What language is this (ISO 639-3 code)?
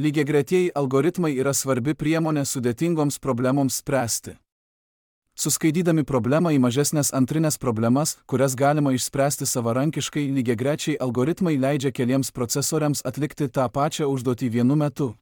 lit